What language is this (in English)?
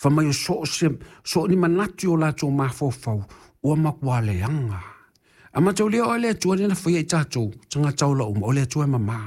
Samoan